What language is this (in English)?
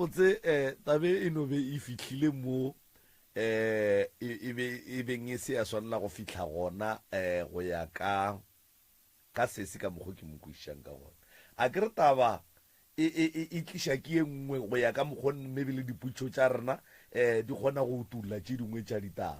Northern Sotho